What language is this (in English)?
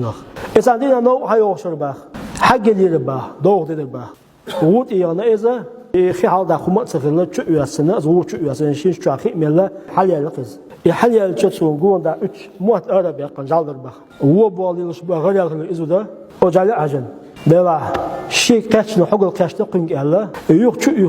Chechen